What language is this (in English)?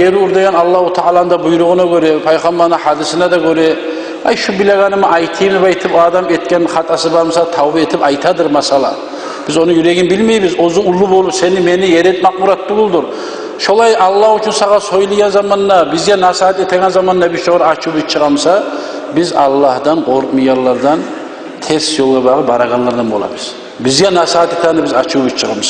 Kumyk